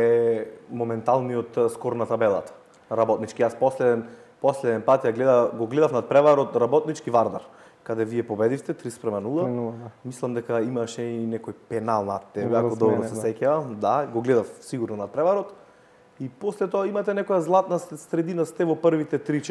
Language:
Macedonian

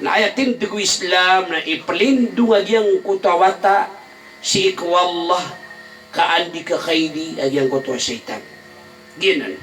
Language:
Maranao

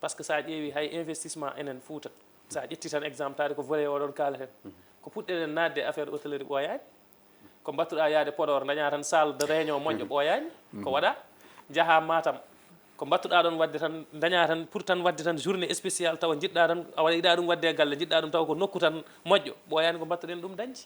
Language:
Fula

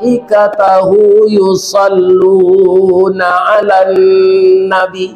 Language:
Minangkabau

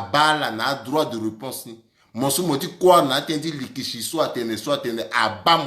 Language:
Sango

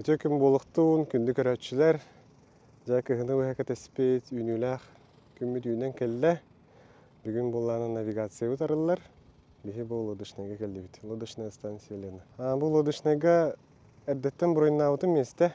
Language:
Yakut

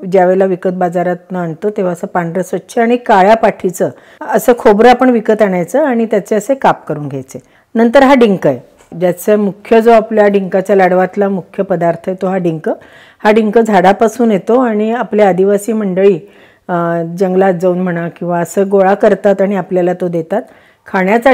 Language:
Marathi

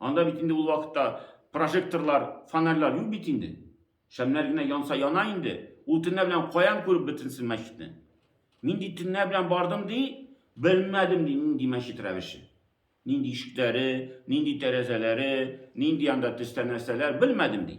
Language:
Tatar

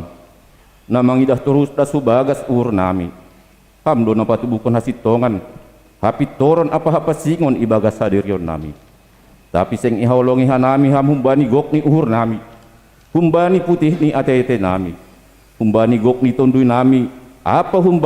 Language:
Batak Simalungun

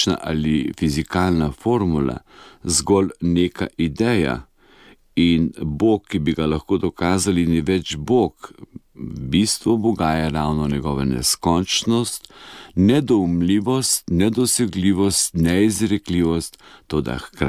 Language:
Slovenian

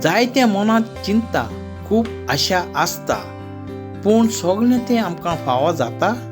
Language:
Konkani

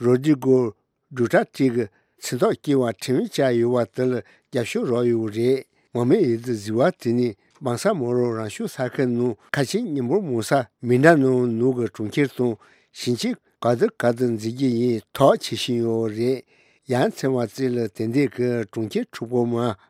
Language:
Tibetan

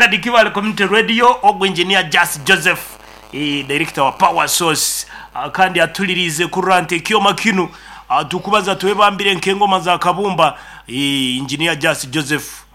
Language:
Nyoro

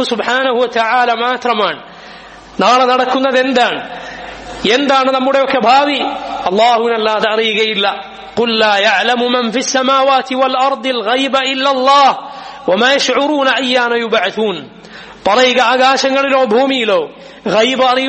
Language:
Malayalam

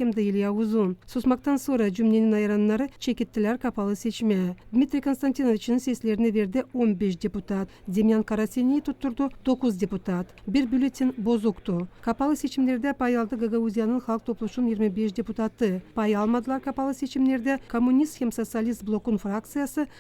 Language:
Gagauz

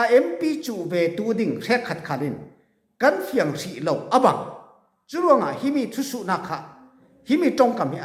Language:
Falam Chin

